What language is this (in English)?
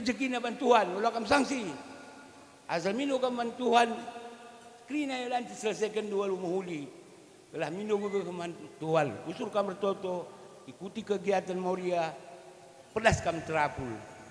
Batak Karo